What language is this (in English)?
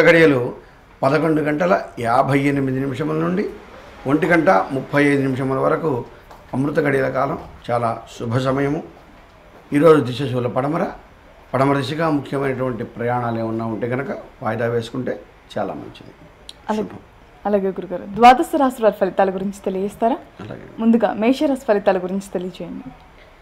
Telugu